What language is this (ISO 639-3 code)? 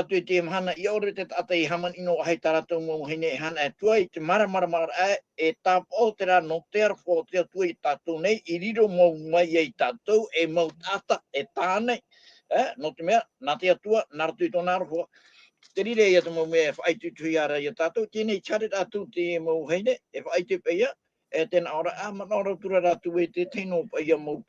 tah